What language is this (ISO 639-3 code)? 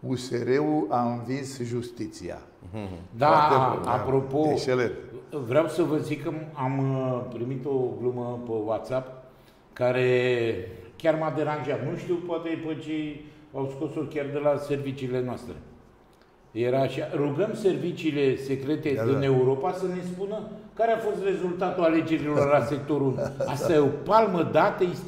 ron